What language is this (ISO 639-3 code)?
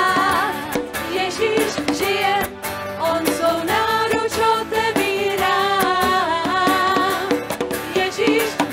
ces